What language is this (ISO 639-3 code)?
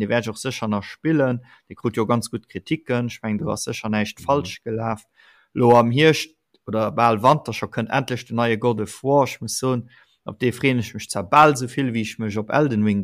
ltz